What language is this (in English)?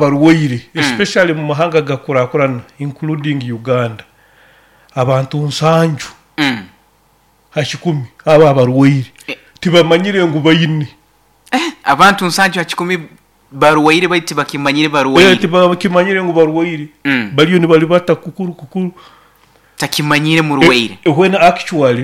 Nyoro